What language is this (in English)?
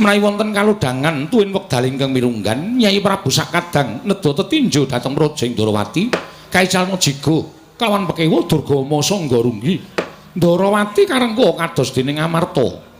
Javanese